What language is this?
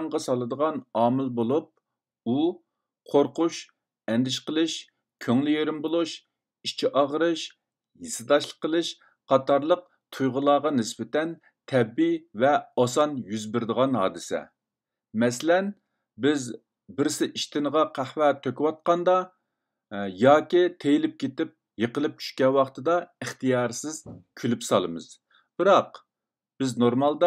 Uyghur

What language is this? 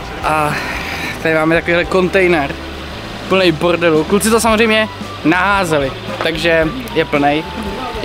Czech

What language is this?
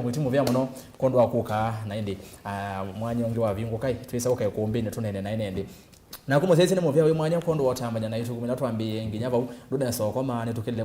Kamba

